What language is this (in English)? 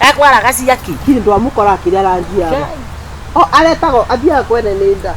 Kikuyu